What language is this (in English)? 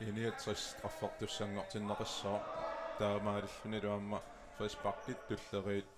Kalaallisut